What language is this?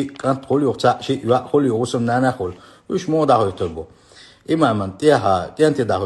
Chechen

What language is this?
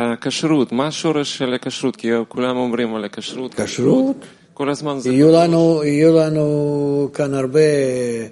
Hebrew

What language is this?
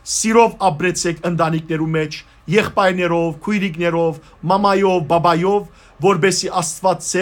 Western Armenian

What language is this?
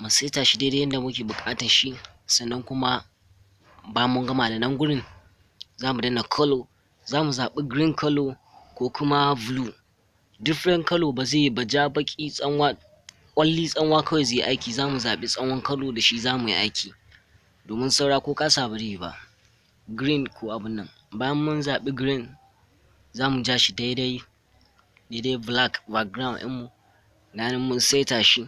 Hausa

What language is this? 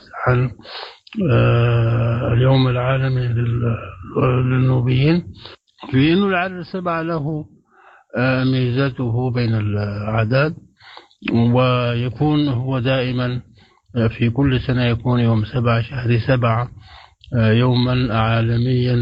Sudanese Arabic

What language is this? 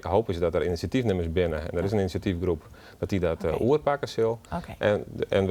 Western Frisian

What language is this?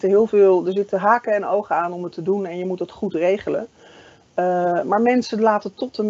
Dutch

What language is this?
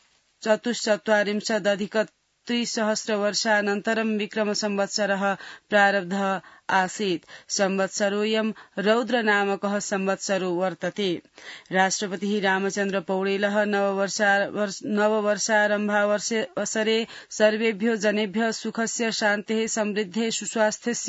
Sanskrit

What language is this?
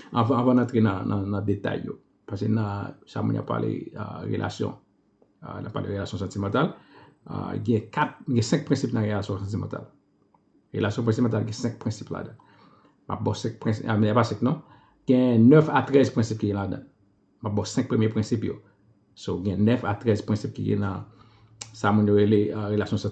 Haitian Creole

